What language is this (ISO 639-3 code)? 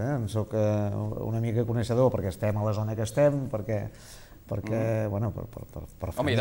cat